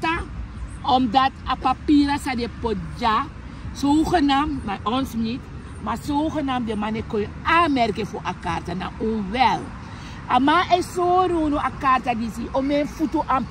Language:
Sranan Tongo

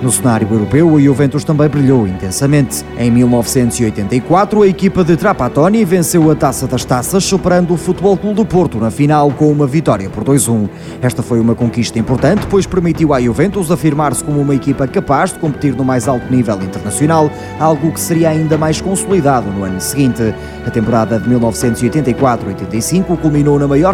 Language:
Portuguese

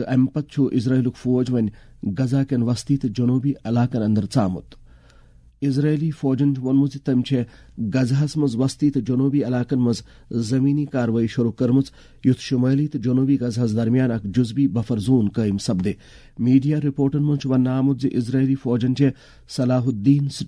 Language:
Kashmiri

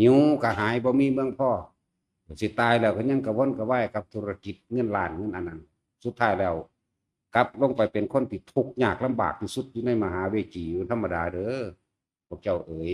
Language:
Northeastern Thai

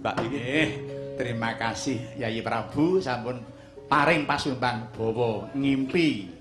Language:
Javanese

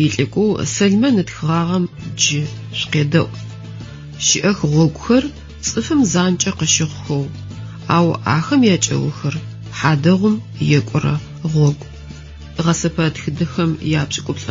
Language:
Adyghe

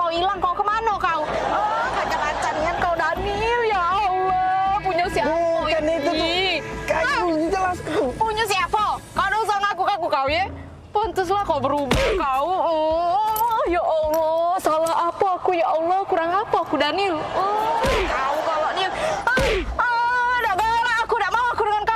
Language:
Musi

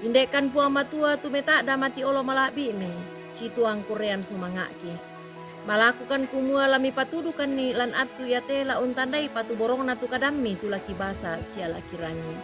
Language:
Toraja-Sa'dan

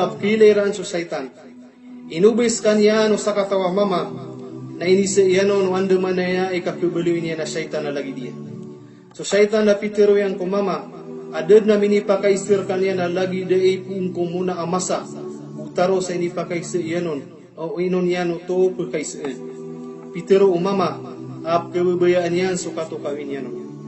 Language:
Maranao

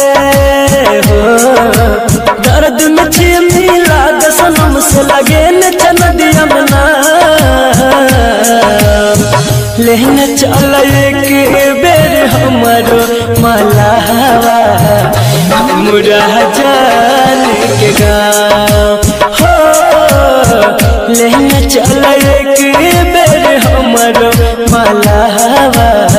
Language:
Bhojpuri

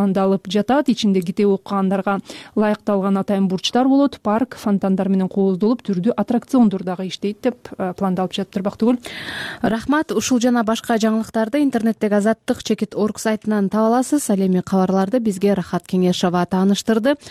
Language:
Kyrgyz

